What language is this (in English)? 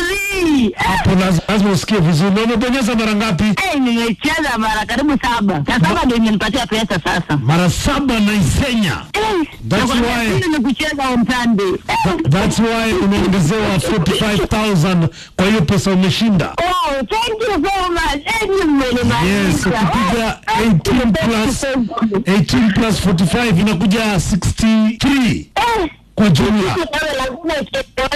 Swahili